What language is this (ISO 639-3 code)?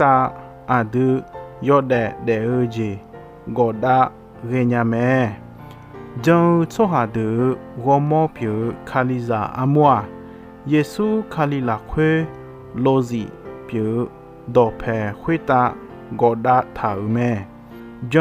ahk